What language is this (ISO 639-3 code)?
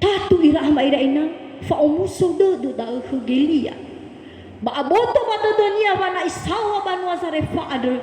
nia